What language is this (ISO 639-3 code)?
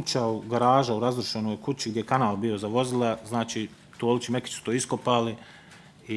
bos